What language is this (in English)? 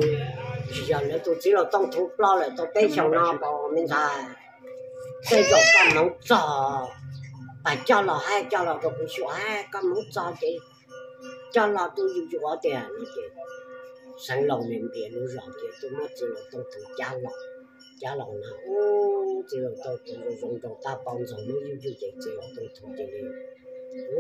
Vietnamese